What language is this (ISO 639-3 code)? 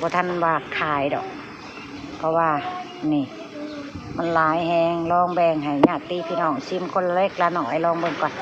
tts